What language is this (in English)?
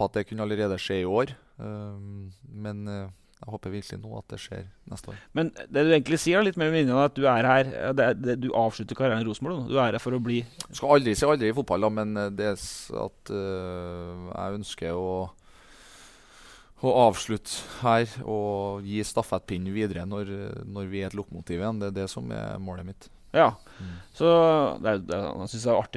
Norwegian